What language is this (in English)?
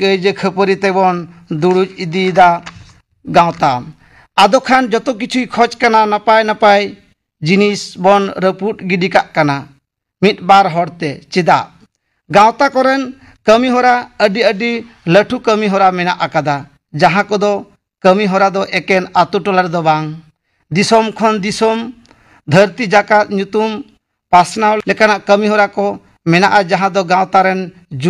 Santali